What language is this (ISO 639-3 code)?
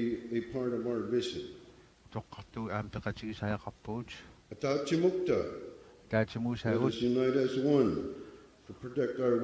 kal